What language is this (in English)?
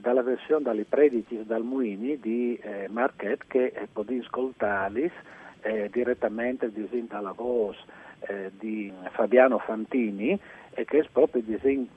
Friulian